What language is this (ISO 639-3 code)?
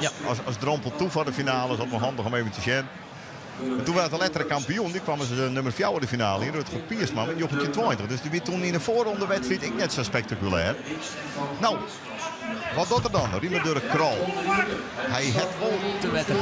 fry